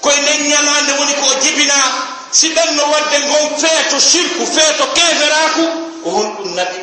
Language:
Fula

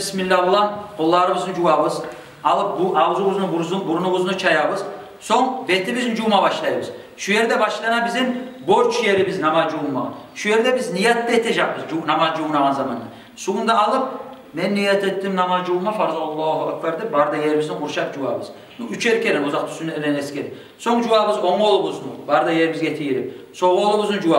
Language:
Kumyk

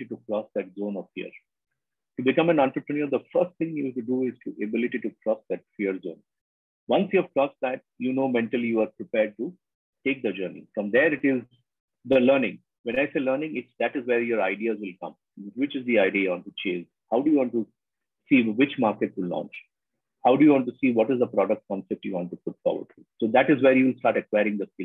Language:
English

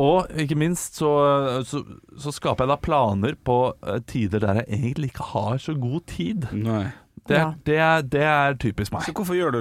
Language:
Norwegian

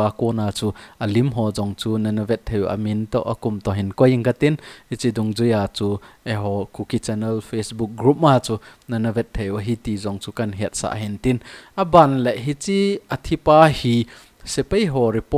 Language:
Thado Chin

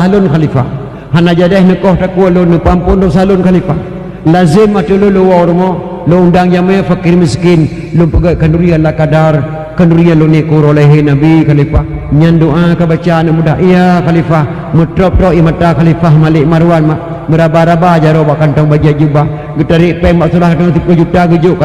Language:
Achinese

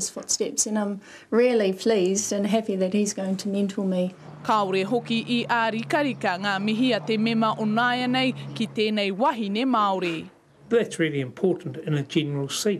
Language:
Māori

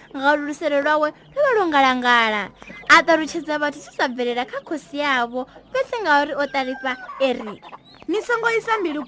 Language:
Venda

